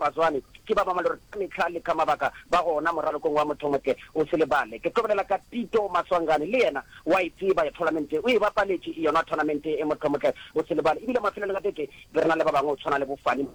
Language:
Northern Sotho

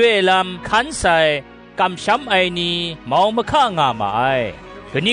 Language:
Kachin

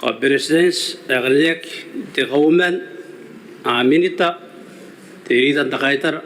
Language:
Gilbertese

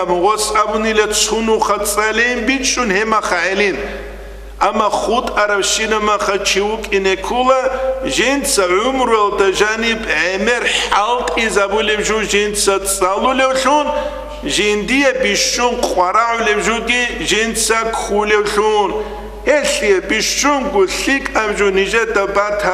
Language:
Avaric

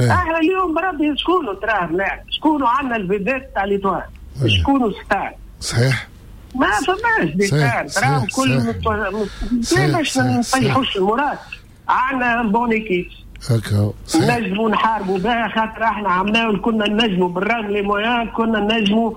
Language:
Tunisian Arabic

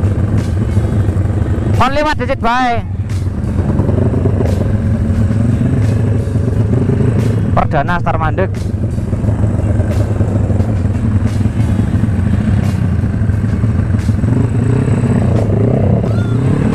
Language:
Indonesian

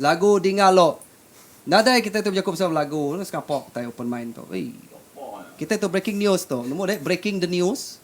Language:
Iban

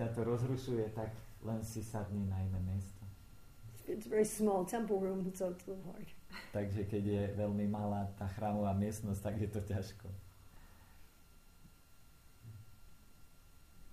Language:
Slovak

